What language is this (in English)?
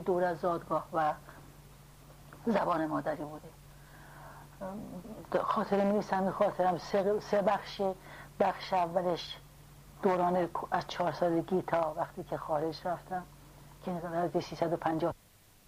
Persian